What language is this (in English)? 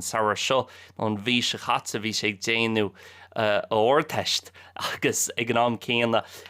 Irish